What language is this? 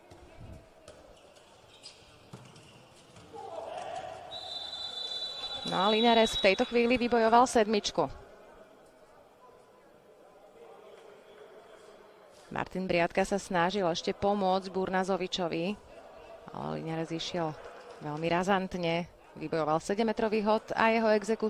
Slovak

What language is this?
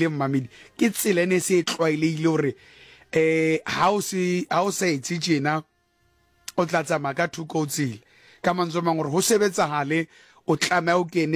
Southern Sotho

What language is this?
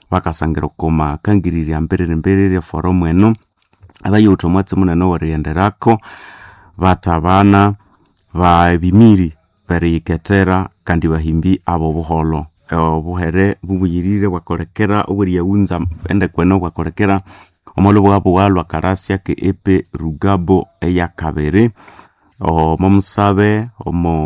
Nande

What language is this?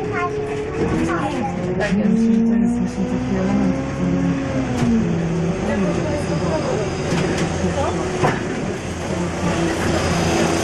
Polish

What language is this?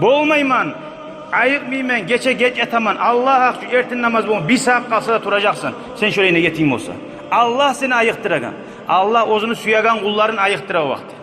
Kumyk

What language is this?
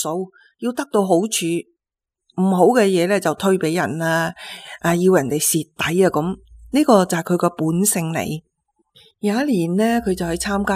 Cantonese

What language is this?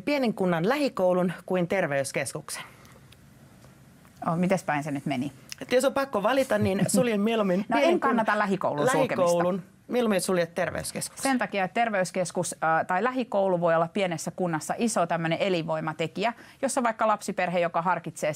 Finnish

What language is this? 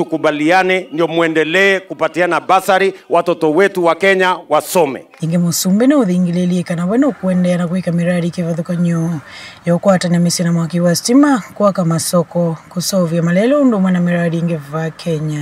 Kamba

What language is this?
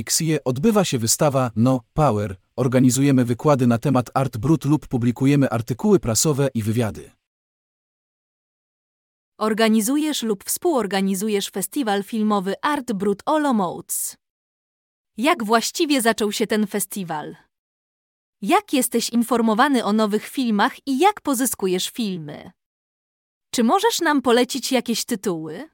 Polish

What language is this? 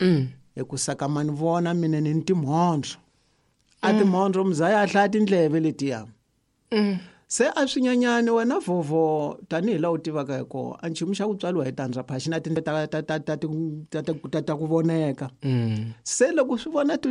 Tsonga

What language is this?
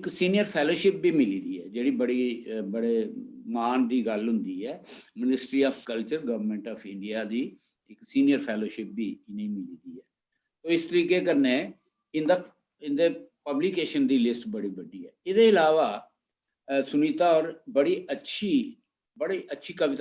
Dogri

